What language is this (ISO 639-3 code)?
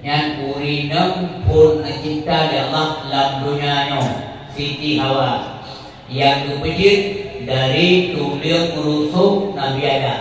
ace